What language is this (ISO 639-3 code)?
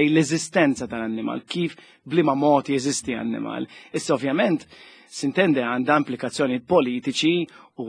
mlt